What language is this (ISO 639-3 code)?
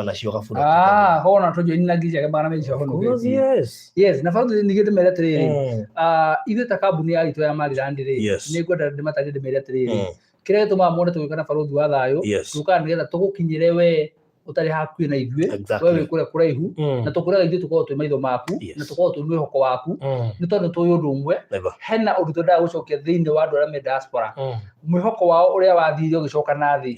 kik